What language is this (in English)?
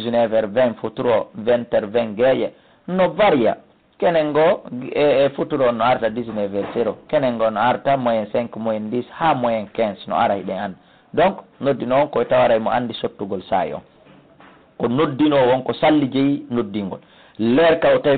Fula